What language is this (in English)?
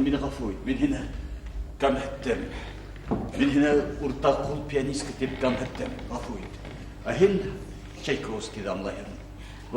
Bashkir